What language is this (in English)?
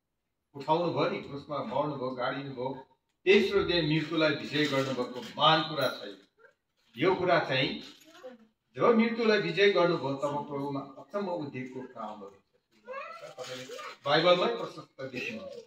Nepali